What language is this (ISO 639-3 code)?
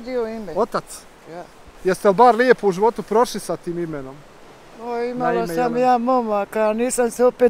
bos